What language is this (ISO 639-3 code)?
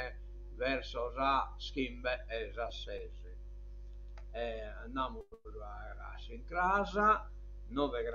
srd